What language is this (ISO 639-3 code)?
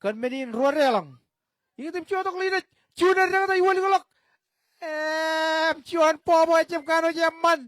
mah